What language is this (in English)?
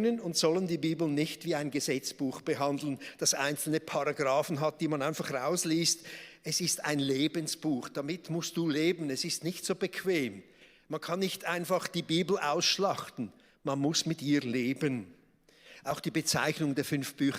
Swiss German